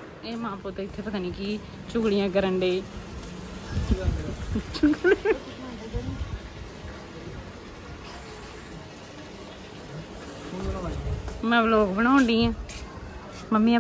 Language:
Punjabi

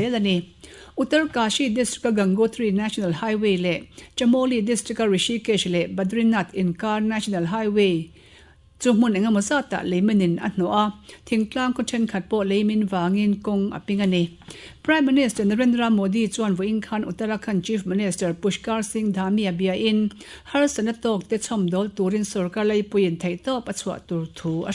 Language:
Mizo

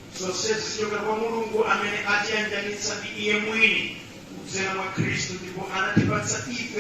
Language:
Nyanja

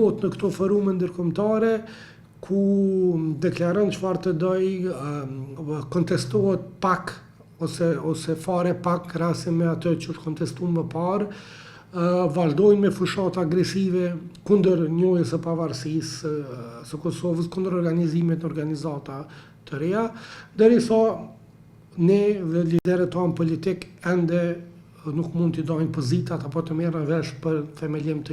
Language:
Albanian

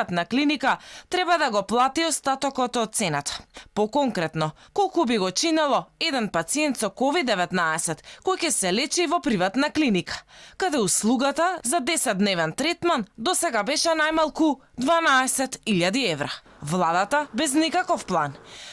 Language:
Macedonian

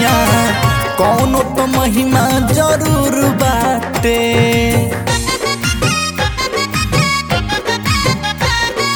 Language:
Bhojpuri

